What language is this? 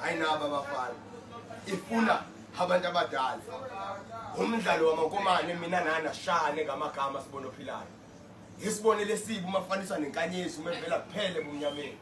Zulu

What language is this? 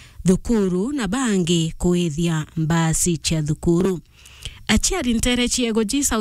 Meru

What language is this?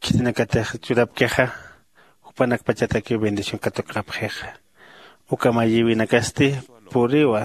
Aymara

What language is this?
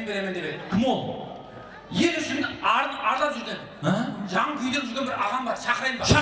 Kara-Kalpak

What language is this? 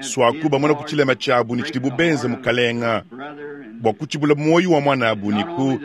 Luba-Lulua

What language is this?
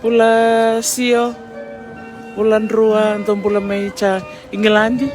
Fijian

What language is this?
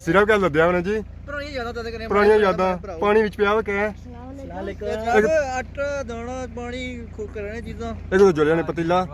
Pahari-Potwari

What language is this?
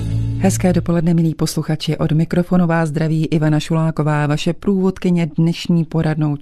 Czech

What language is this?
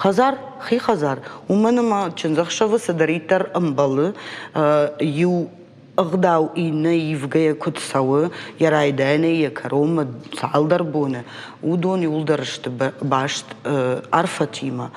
Ossetic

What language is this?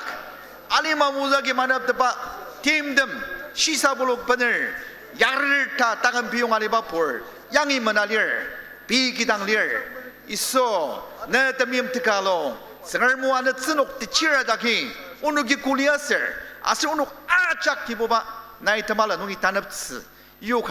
Ao Naga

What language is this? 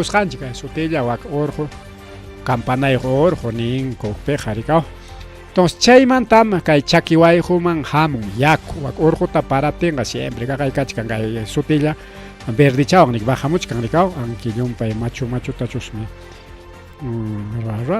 Ayacucho Quechua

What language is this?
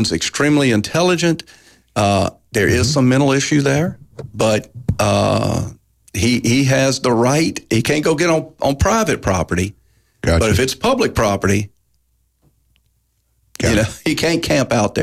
English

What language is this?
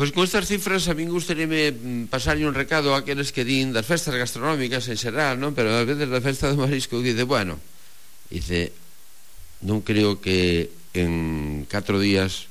Galician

